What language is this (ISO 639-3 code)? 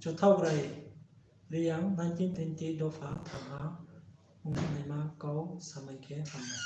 ria